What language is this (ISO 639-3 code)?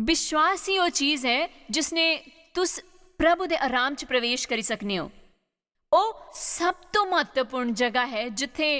doi